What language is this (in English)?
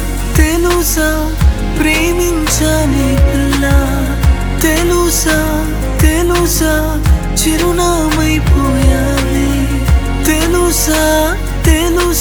Telugu